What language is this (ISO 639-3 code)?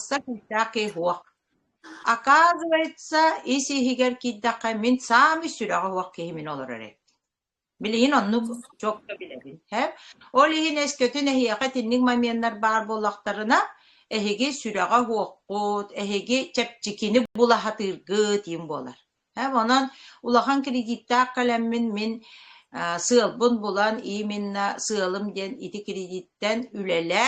sah